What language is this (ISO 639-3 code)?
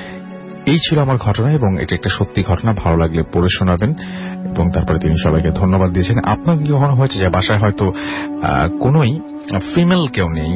ben